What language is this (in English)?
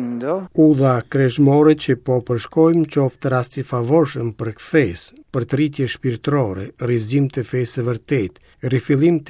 Albanian